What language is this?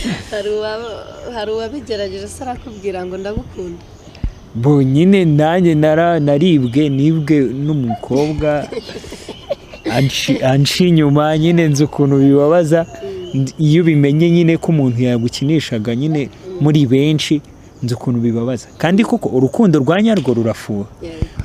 Kinyarwanda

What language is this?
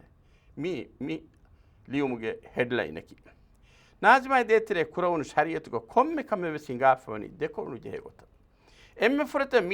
Divehi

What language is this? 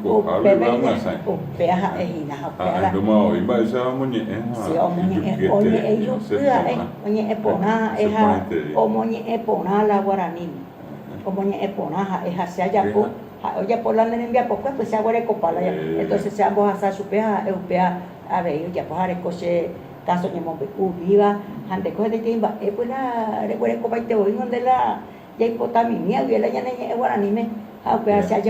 Guarani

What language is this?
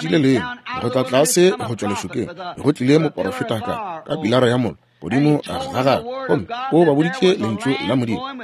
Northern Sotho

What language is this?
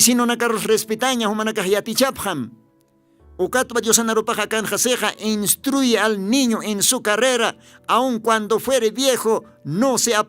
Aymara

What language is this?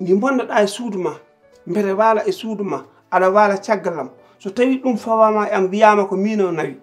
Fula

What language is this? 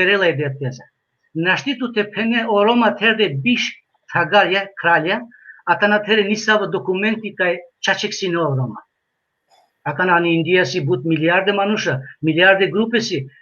Balkan Romani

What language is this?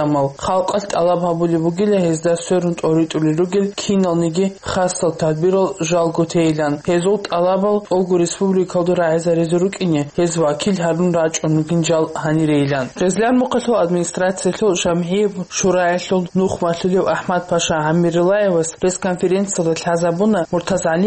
Avaric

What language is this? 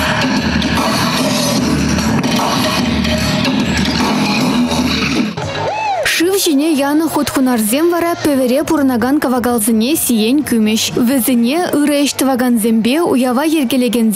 Chuvash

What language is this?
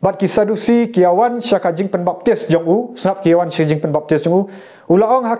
Khasi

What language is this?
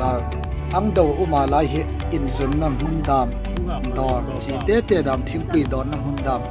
Hmar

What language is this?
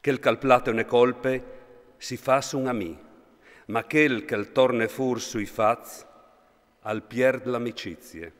Friulian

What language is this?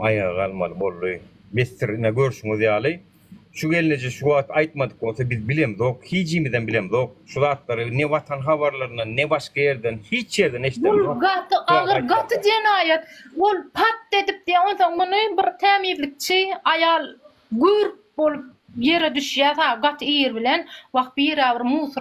Turkmen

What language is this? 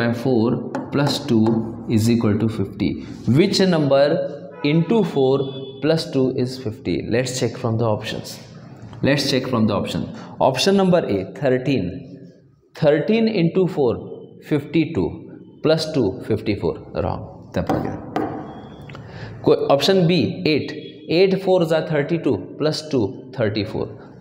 Kannada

